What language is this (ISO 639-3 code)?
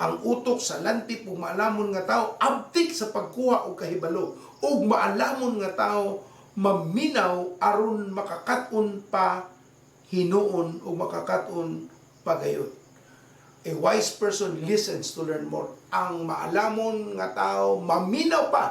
ceb